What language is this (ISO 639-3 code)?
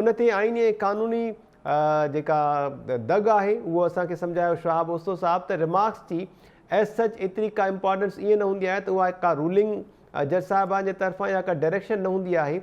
snd